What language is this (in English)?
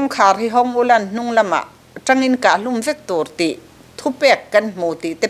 Mizo